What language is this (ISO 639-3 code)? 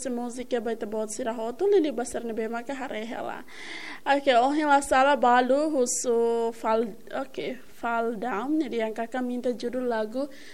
tet